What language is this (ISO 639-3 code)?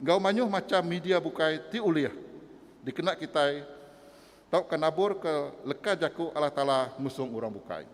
iba